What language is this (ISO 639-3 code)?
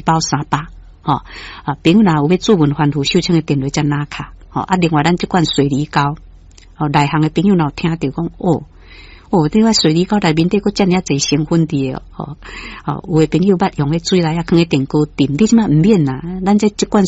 nan